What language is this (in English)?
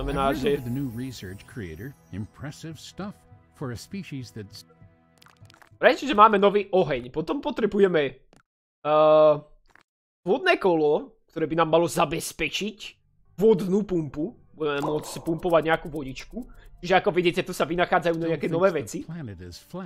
Slovak